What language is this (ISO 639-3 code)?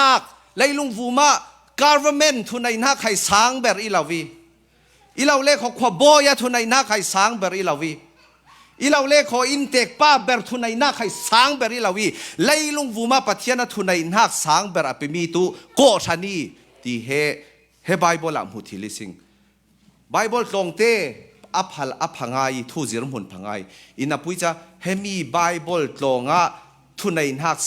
cfm